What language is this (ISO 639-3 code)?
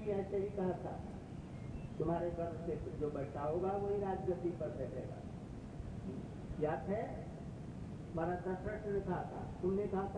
hin